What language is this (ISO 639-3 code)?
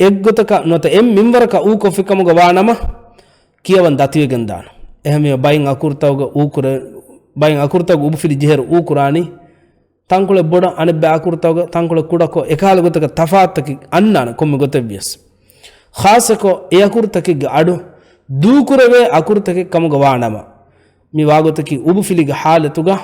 div